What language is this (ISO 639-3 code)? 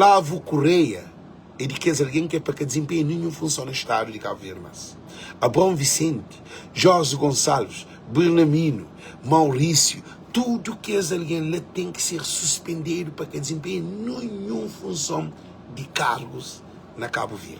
kea